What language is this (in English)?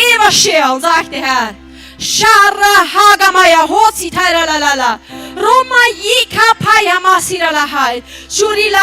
Plautdietsch